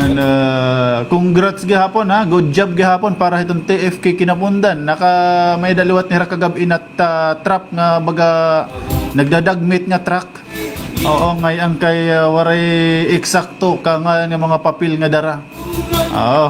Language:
Waray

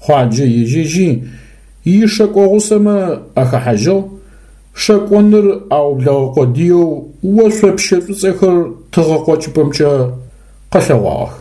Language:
Adyghe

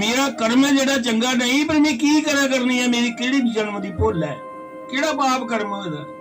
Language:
Dogri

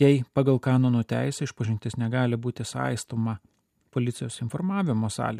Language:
Lithuanian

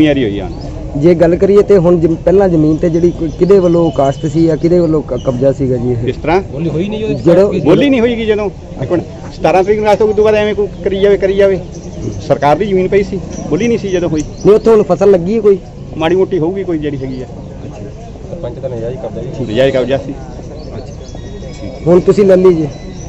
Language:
Punjabi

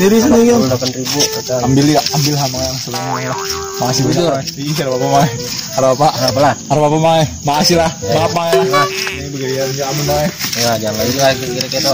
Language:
Banjar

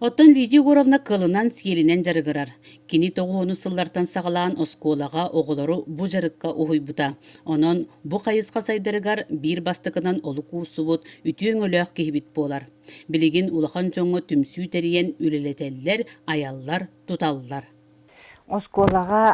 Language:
Yakut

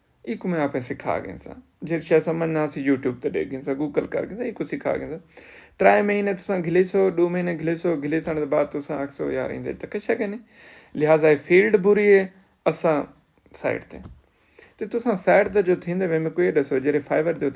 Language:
Saraiki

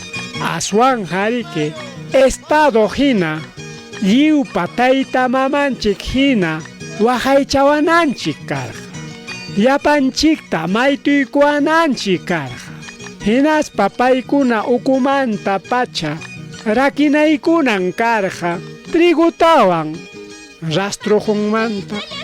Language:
Ayacucho Quechua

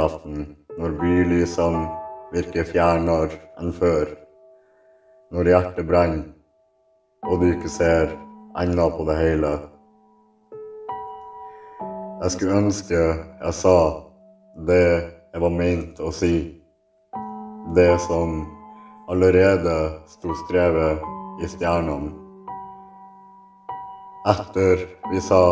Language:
Norwegian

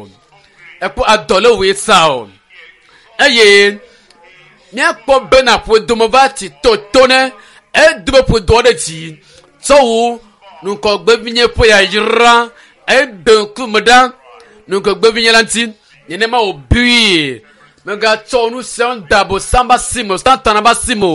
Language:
Ewe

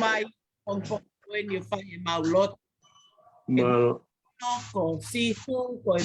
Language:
Tongan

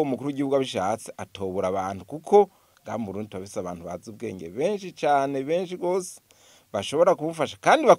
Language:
Rundi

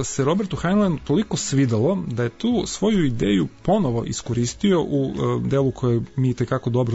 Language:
Serbian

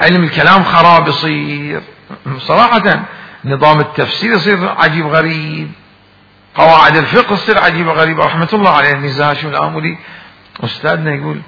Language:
Mesopotamian Arabic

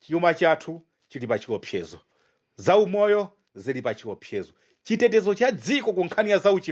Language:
Nyanja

